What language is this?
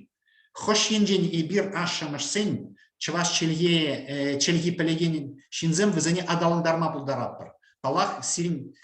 Chuvash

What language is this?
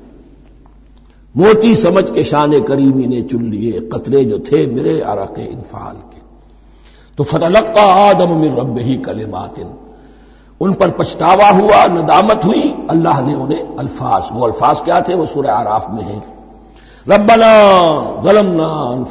Urdu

